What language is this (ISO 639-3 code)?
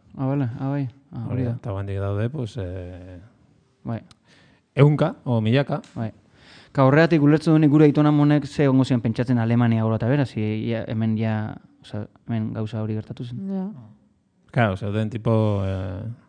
eus